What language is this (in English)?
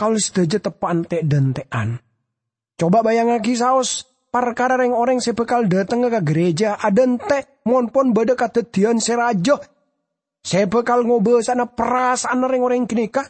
Madurese